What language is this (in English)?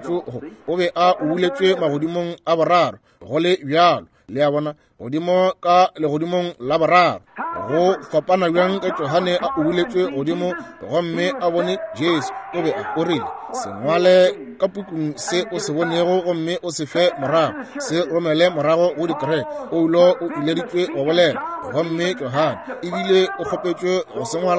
Northern Sotho